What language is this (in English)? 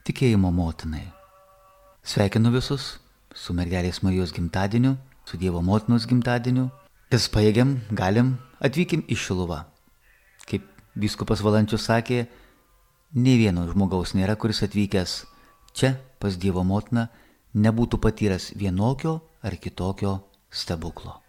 Lithuanian